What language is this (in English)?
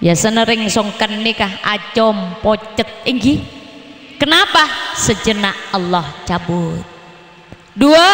Madurese